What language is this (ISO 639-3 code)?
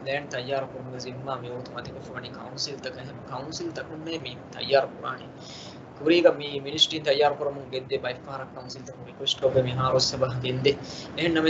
div